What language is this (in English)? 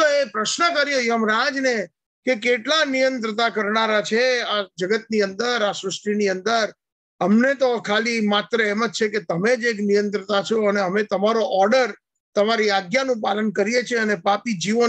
Gujarati